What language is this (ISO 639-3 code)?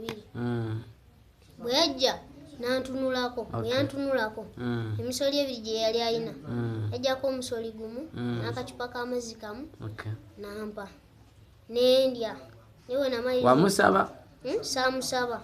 lug